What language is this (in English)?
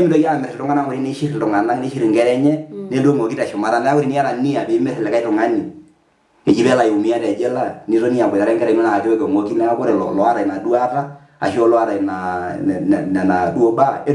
Masai